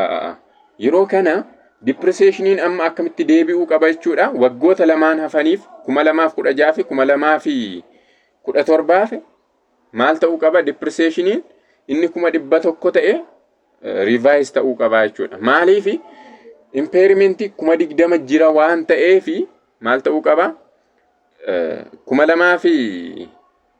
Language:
Oromo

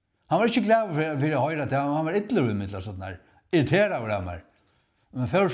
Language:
Faroese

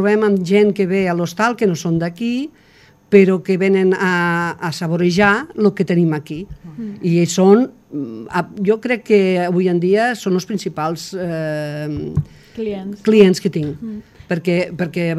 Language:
Catalan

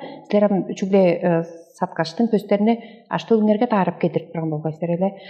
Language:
Tuvinian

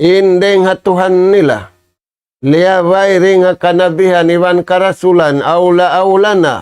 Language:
Tausug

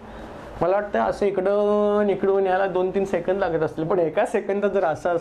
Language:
Marathi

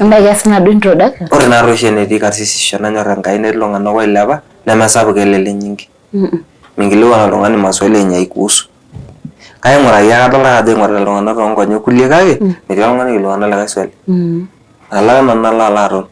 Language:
Masai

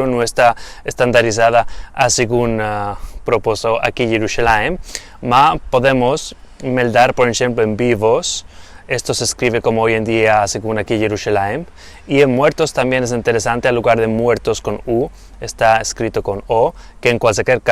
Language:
Ladino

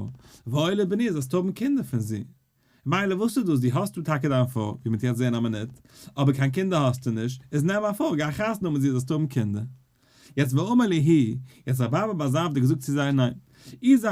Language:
Yiddish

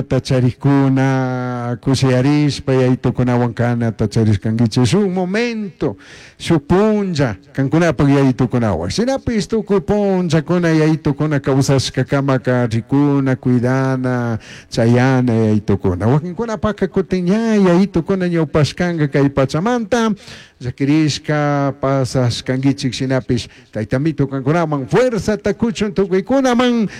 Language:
Chimborazo Highland Quichua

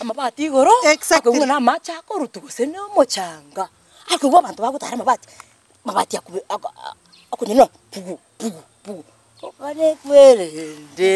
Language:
Gusii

